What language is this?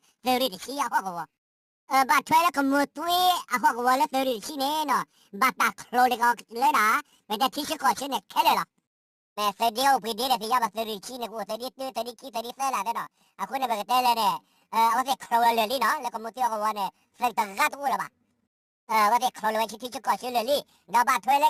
S'gaw Karen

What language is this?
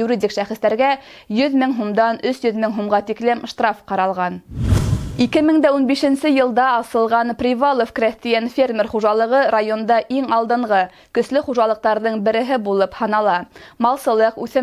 Bashkir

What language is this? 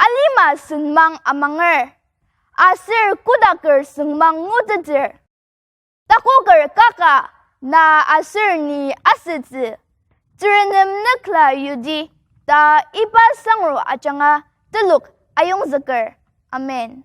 Ao Naga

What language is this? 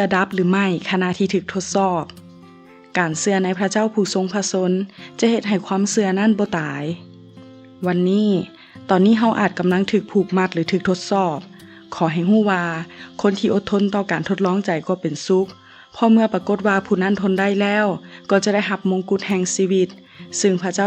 Lao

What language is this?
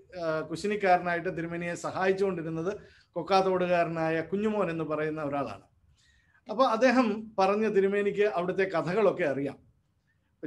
Malayalam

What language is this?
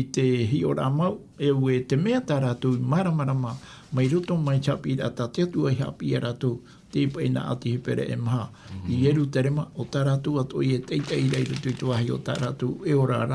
Tahitian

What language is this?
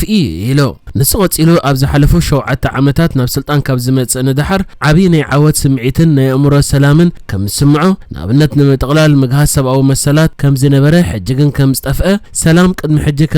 Tigrinya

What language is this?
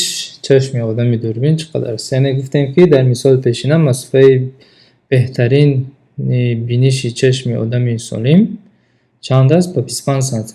Tajik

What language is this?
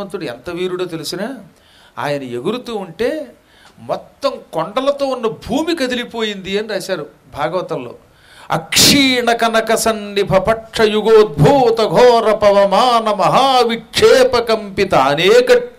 Telugu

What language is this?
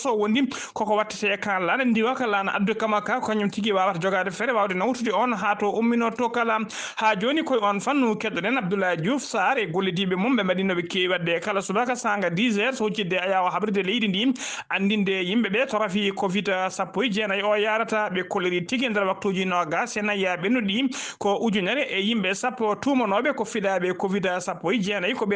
Fula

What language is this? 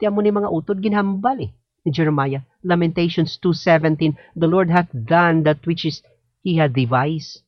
Hiligaynon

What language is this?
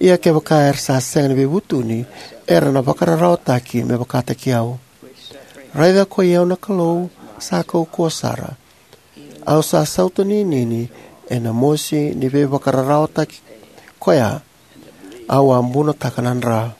Fijian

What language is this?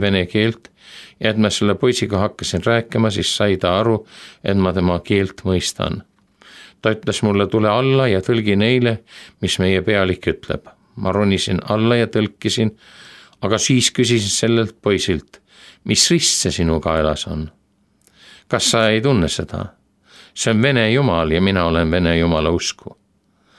Estonian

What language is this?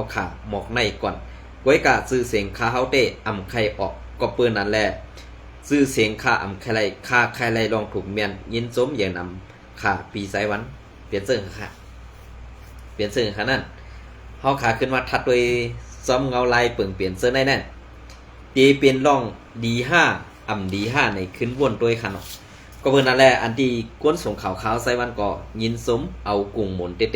Shan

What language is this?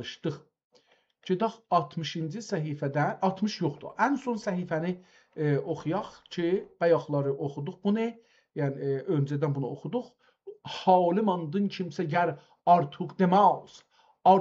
South Azerbaijani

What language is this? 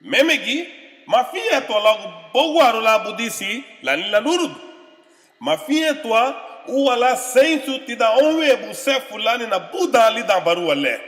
Garifuna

